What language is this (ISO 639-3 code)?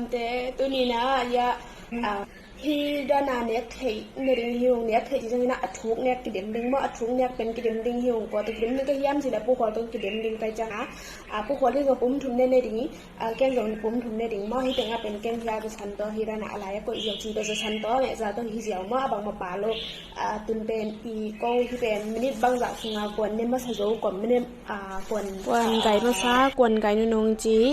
ctd